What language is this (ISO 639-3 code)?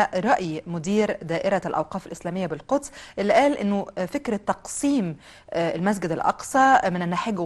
arz